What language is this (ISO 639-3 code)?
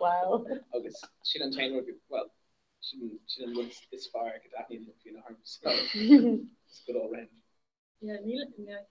gle